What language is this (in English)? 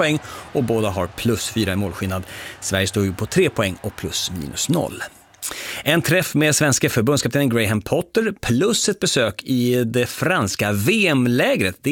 Swedish